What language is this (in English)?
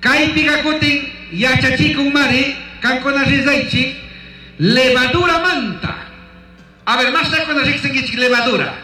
Chimborazo Highland Quichua